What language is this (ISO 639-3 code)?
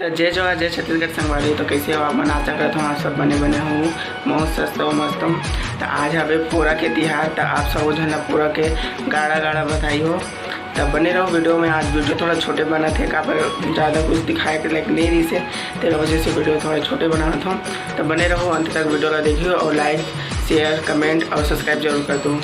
hne